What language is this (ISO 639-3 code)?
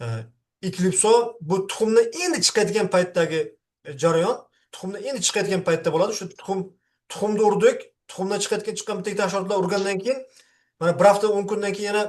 uzb